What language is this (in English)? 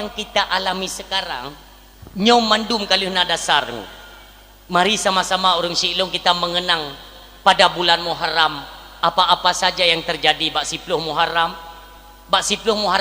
Achinese